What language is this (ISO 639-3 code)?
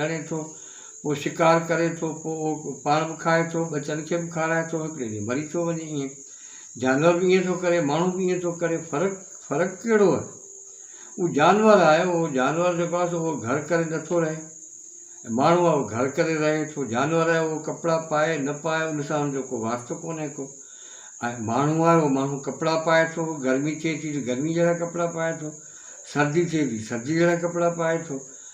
snd